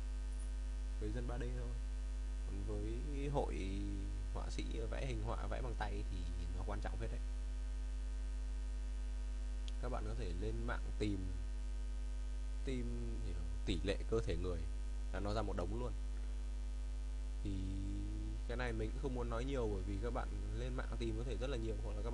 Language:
Vietnamese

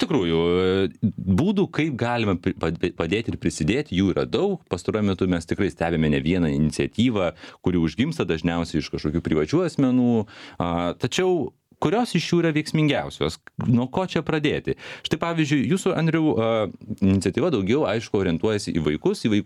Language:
Lithuanian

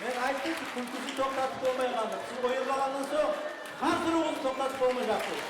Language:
Kumyk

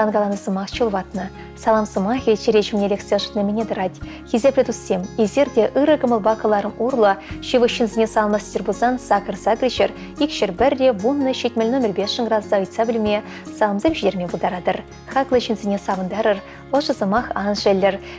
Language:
Chuvash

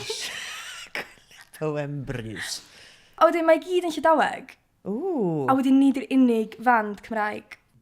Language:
Welsh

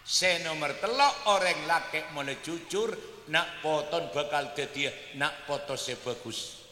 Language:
Madurese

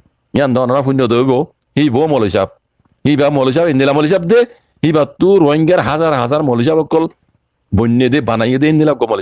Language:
Rohingya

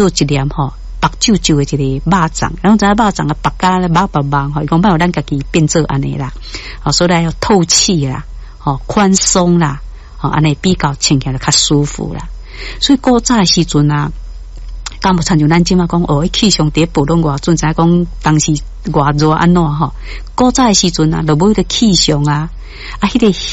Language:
Min Nan Chinese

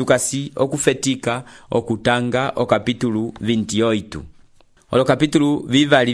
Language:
Umbundu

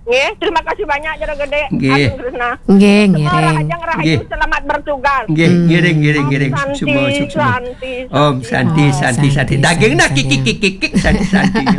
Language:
Balinese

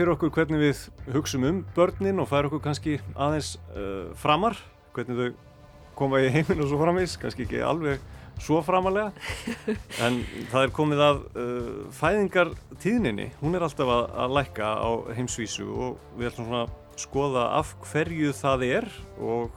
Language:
Icelandic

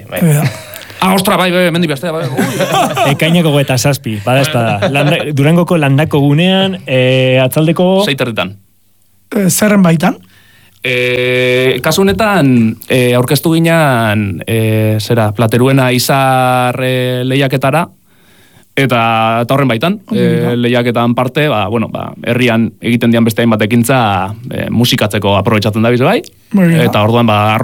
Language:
Basque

